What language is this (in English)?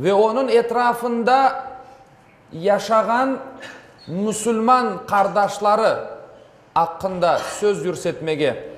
Crimean Tatar